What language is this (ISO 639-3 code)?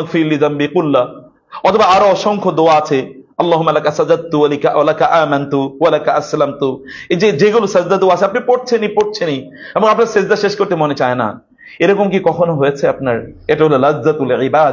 ben